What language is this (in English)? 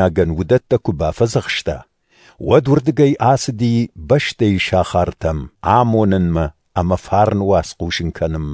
Ossetic